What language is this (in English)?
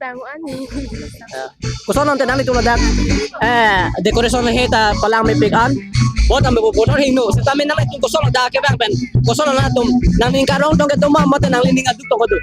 Karbi